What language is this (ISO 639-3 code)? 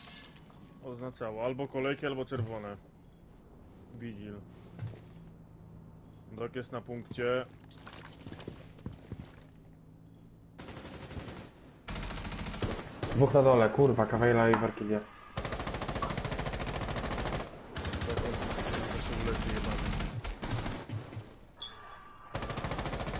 pol